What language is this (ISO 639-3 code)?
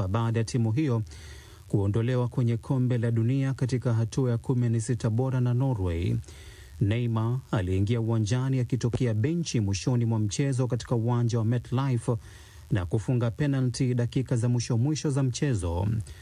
swa